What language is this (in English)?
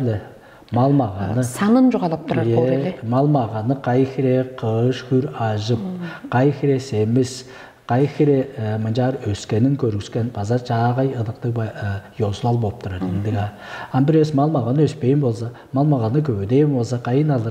Tuvinian